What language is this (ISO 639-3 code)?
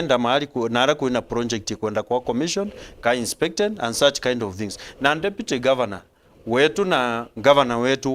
mer